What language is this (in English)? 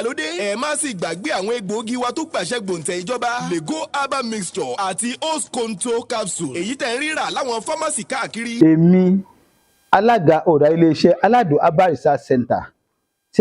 Yoruba